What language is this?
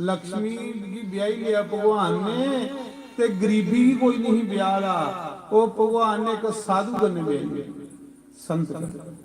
Dogri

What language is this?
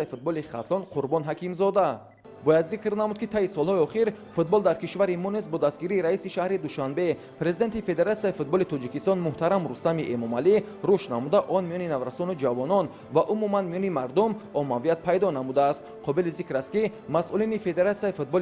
Tajik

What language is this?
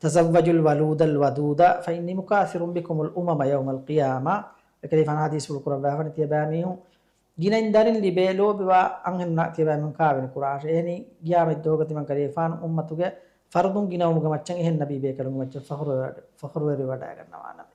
Divehi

